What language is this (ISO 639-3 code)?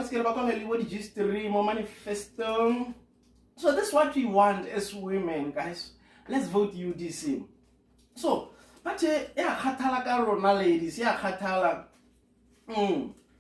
tsn